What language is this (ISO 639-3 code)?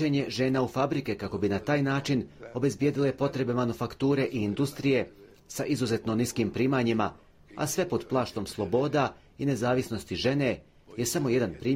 bos